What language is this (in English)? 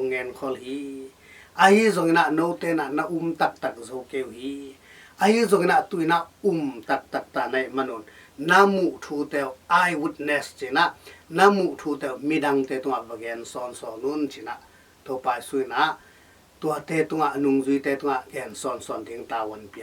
Tedim Chin